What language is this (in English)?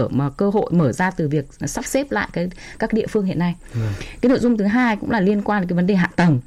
Vietnamese